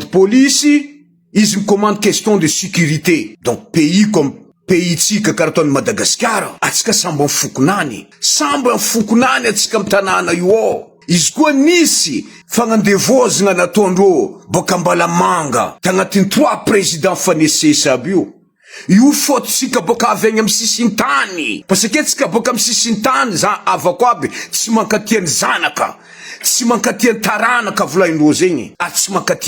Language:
Malagasy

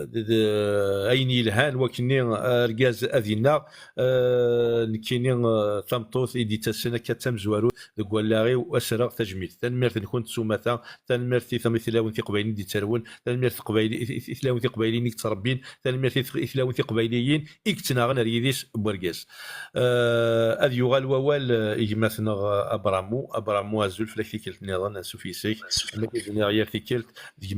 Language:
Kabyle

